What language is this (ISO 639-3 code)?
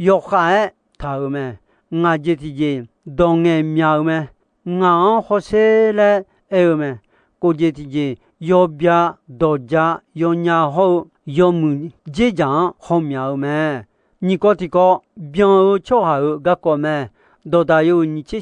ahk